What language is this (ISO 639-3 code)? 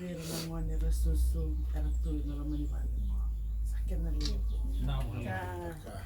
fij